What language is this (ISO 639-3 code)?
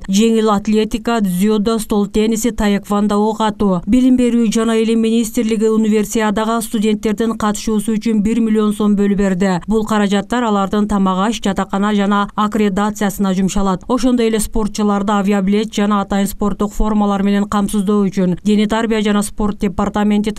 kir